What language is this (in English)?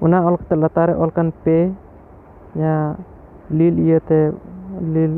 Santali